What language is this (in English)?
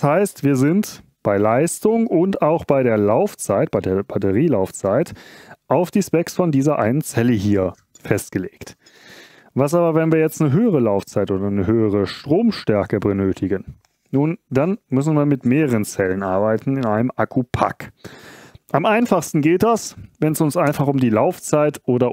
German